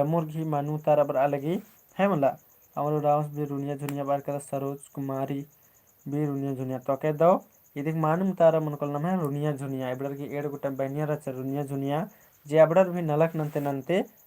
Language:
Kurukh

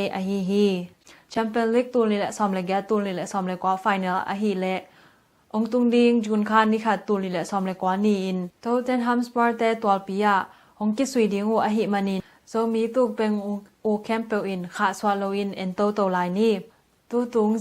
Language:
Tedim Chin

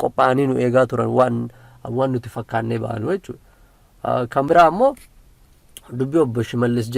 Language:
Oromo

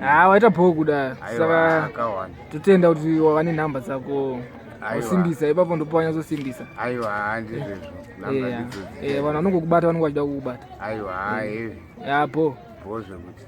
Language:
Shona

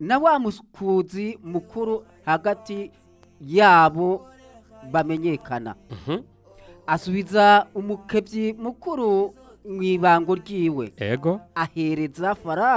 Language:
Rundi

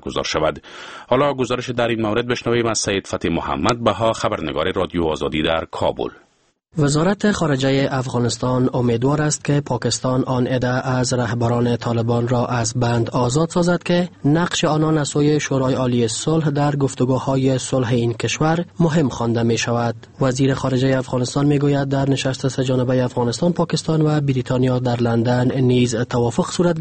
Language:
Persian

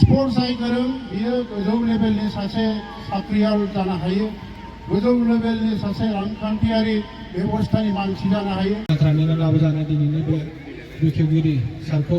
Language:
Bodo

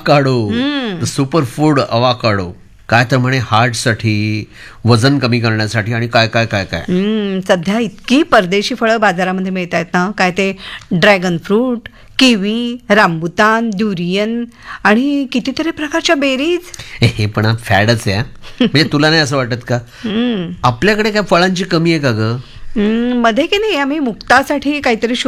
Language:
Marathi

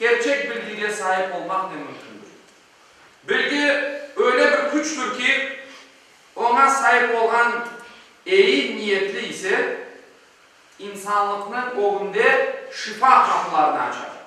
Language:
Crimean Tatar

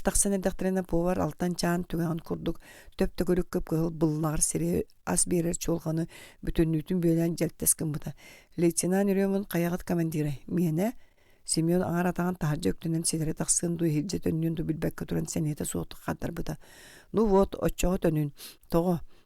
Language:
Yakut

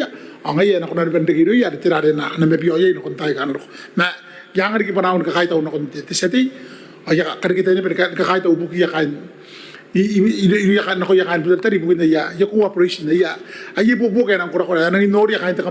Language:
Gilbertese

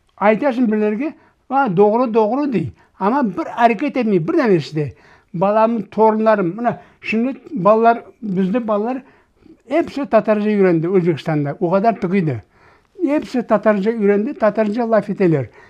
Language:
Crimean Tatar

